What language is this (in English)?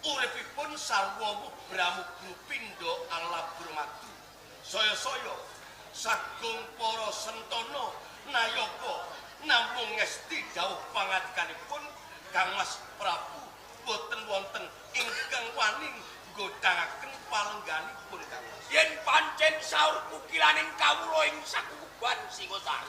Javanese